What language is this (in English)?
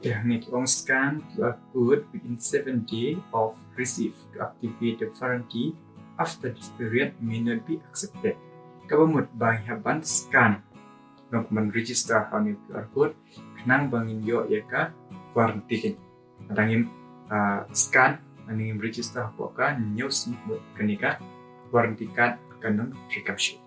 Khasi